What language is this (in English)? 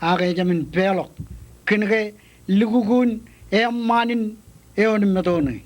Marshallese